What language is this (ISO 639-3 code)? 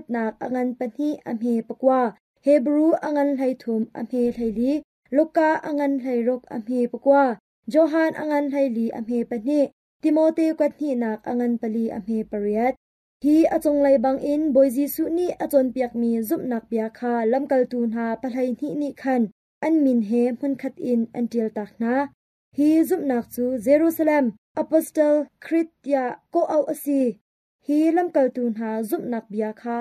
cnh